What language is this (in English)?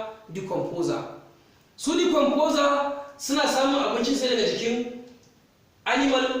Hausa